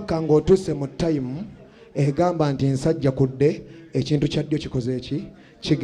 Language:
Ganda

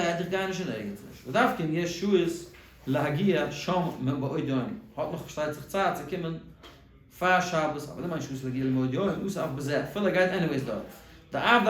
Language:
Yiddish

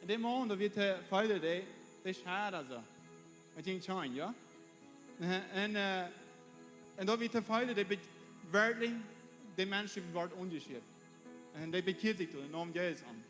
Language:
Plautdietsch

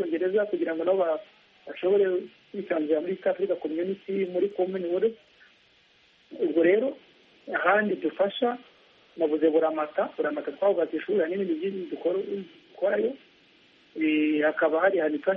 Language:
Kinyarwanda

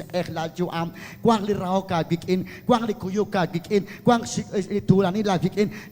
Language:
Kekchí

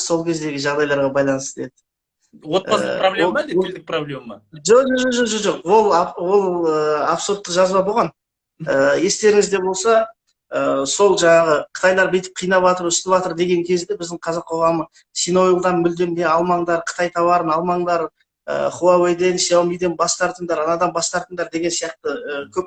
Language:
Kazakh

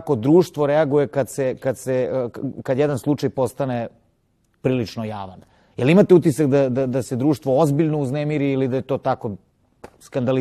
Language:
Serbian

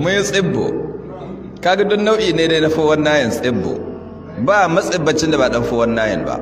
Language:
Hausa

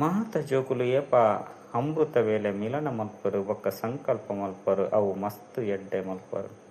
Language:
Tulu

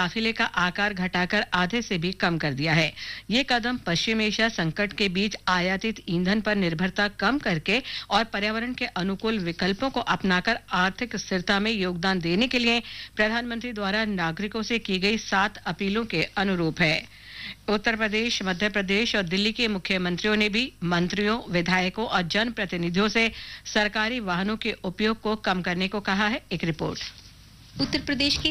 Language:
Hindi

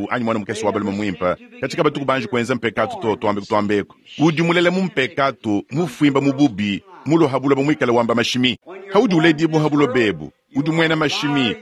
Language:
Luba-Lulua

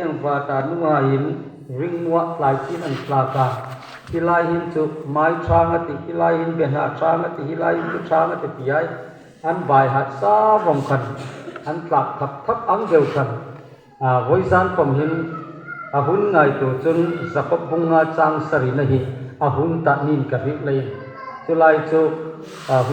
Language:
Hmar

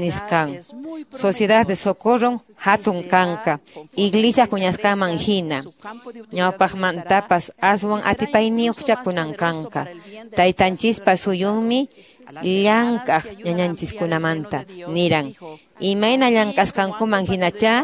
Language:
Quechua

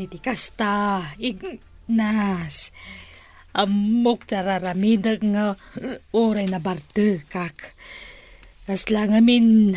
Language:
Iloko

